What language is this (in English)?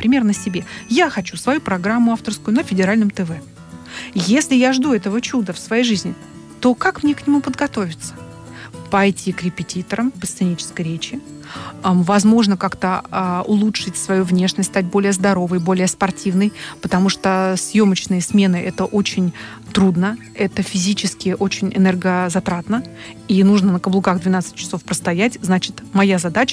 Russian